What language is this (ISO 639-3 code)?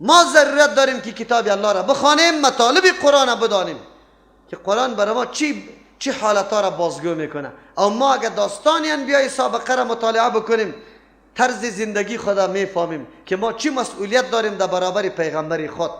fas